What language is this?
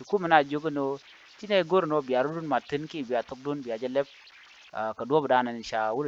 Nuer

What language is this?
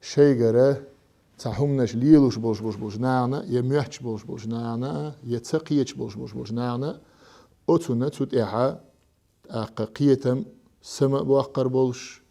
Chechen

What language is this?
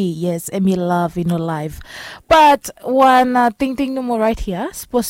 Bislama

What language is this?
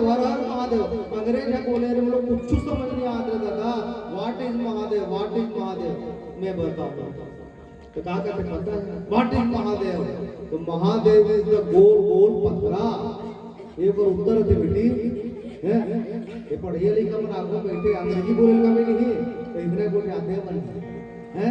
Chhattisgarhi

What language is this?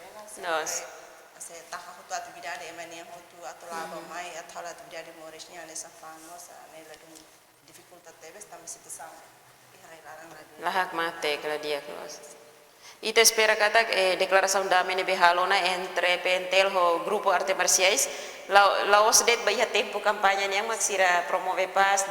Tetum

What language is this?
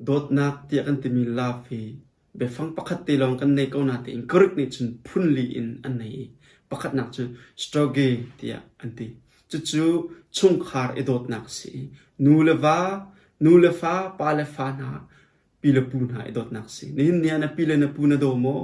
Hakha Chin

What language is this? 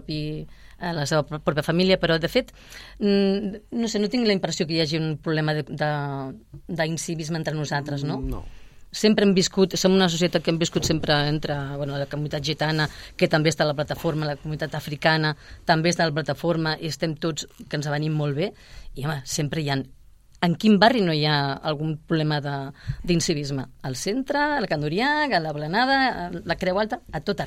Catalan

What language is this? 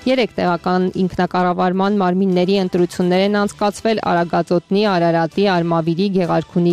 Armenian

